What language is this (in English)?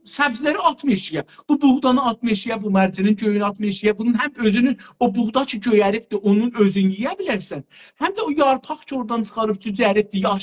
South Azerbaijani